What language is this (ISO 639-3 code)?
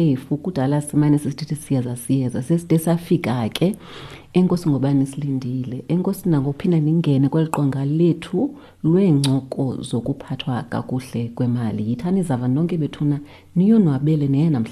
xho